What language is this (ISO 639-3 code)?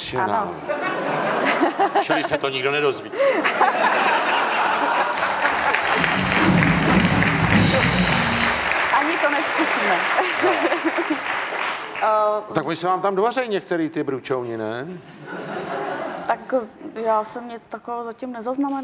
ces